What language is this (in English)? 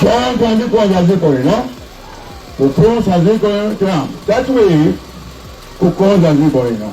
Nyanja